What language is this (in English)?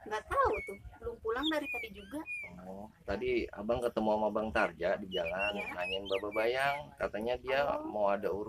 Betawi